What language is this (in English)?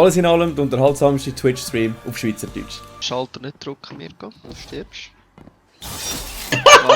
Swiss German